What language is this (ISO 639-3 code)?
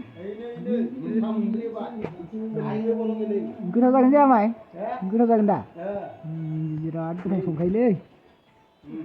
brx